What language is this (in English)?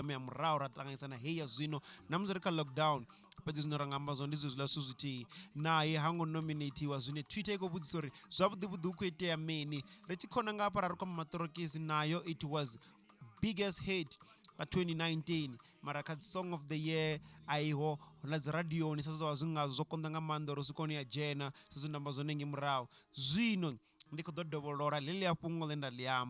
Venda